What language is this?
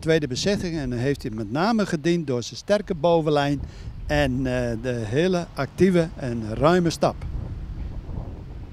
Dutch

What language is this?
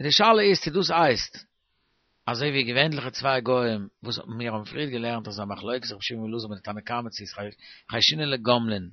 Yiddish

